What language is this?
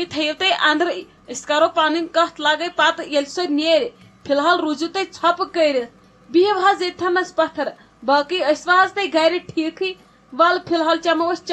Kashmiri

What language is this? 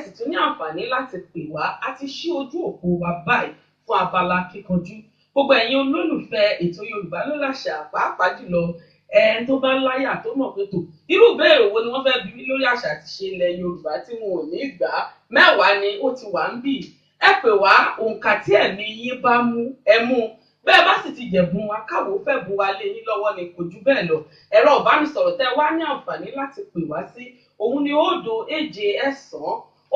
Yoruba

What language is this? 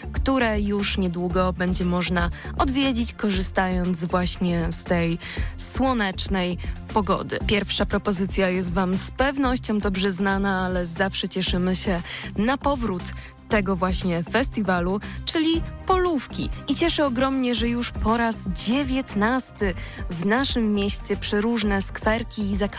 Polish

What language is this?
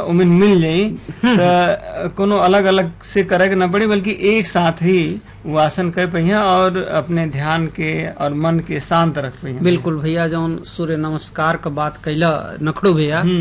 Bhojpuri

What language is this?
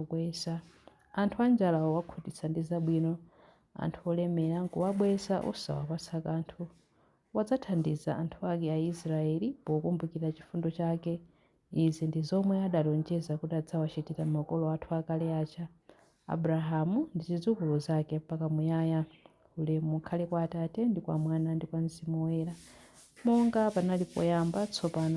Nyanja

